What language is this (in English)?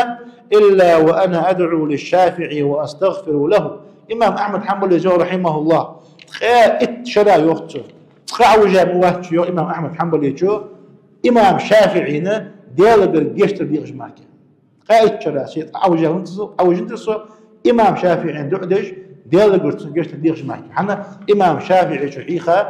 Ingush